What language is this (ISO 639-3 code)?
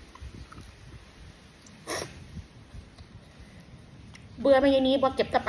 tts